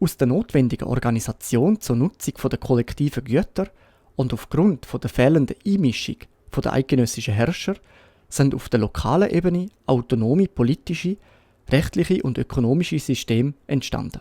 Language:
Swiss German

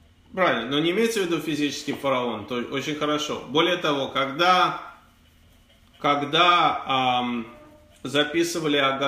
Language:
Russian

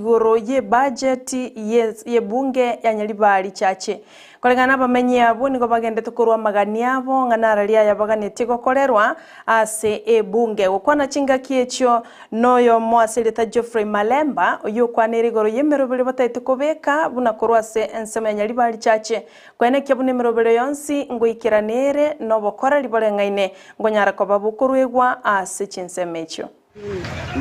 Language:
Gusii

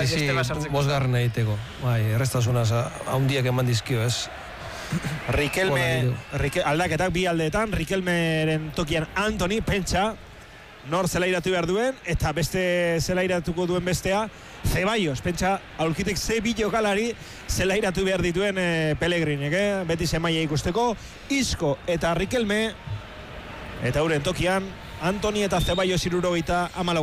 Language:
Basque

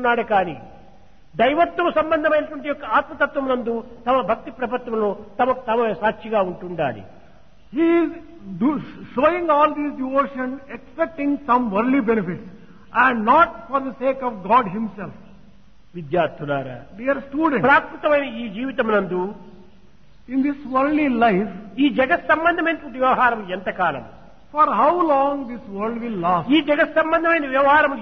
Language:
Telugu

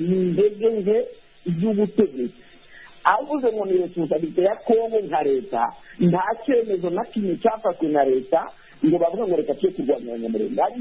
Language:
Kinyarwanda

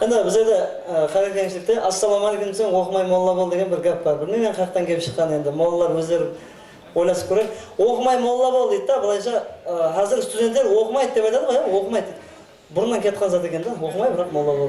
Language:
Kara-Kalpak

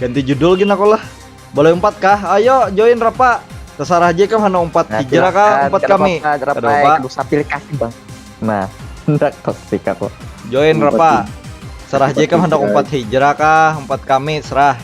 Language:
Banjar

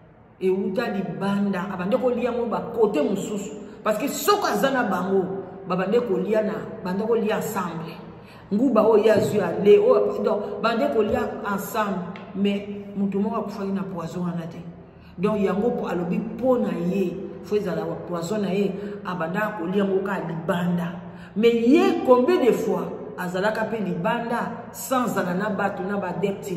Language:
Lingala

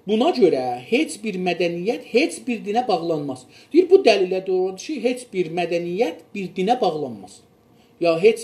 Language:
South Azerbaijani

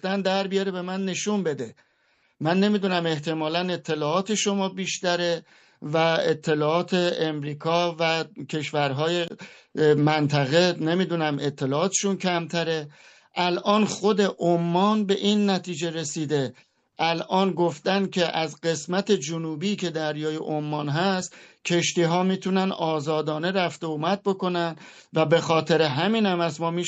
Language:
Persian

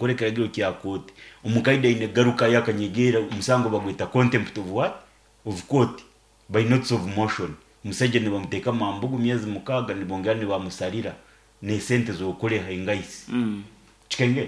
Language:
Nyankole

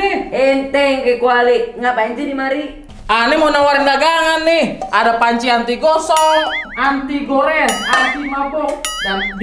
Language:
Betawi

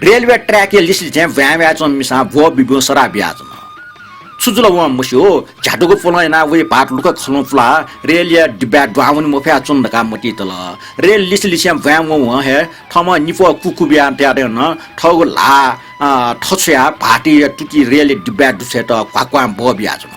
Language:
Newari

